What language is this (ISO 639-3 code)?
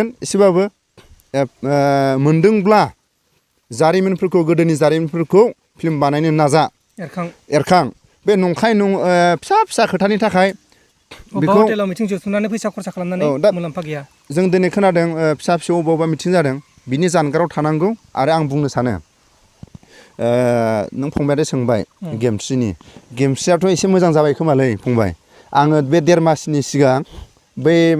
brx